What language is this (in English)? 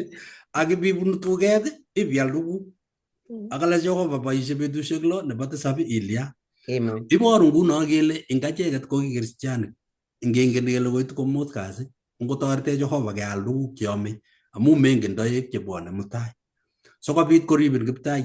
Kalenjin